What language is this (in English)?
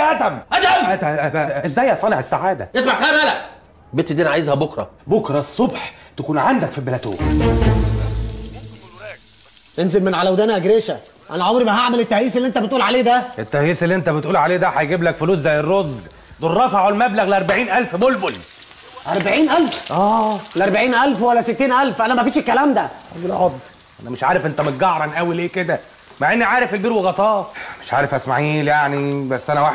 Egyptian Arabic